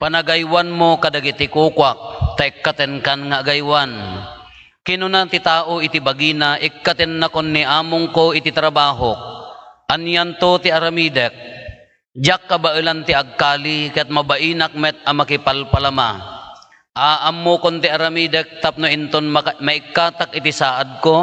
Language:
Iloko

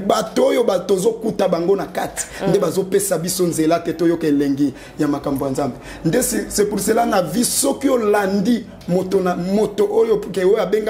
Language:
Lingala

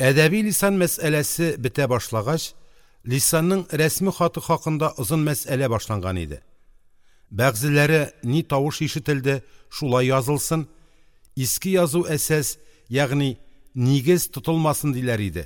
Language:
Tatar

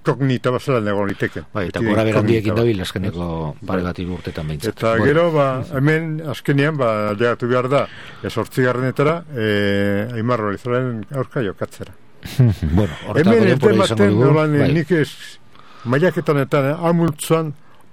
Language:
Basque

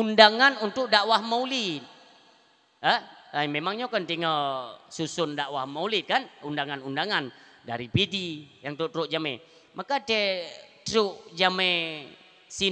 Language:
Achinese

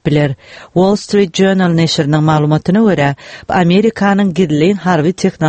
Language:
Turkmen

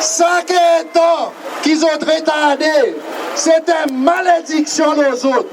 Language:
Seselwa Creole French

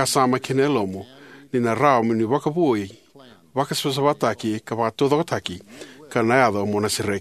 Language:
Fijian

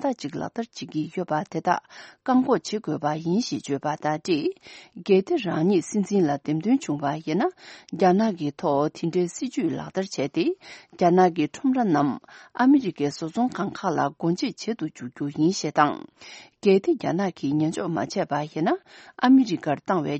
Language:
Tibetan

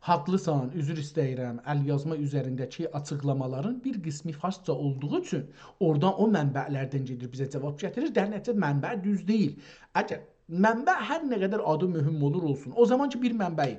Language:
South Azerbaijani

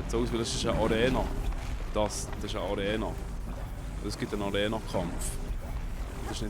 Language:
Swiss German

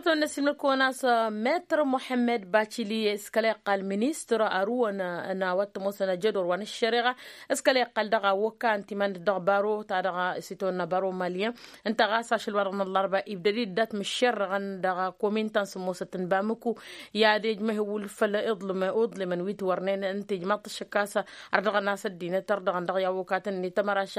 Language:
Tamasheq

